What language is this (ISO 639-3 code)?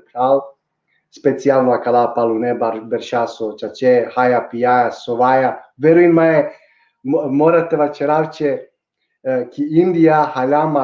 rmn